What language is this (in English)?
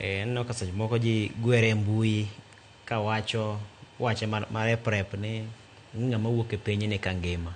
Luo (Kenya and Tanzania)